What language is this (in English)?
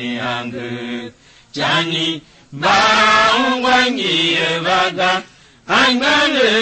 Tiv